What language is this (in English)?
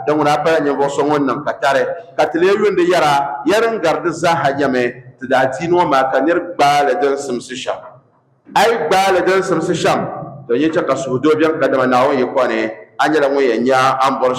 Dagbani